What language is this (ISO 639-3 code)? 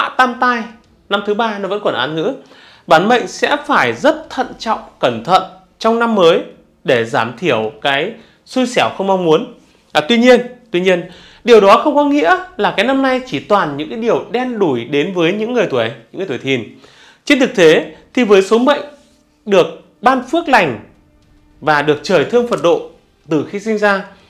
vie